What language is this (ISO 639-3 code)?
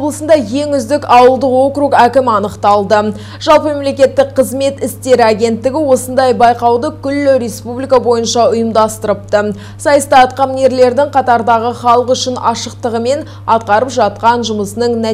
kaz